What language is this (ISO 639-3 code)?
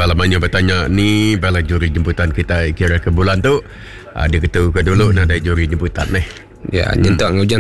iba